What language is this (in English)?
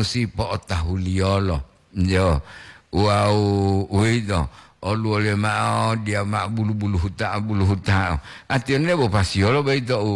Gorontalo